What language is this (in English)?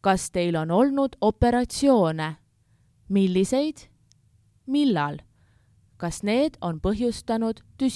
Estonian